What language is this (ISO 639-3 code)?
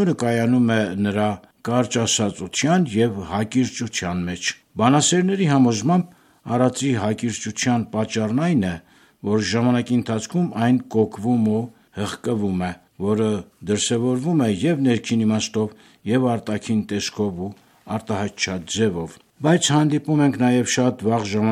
hye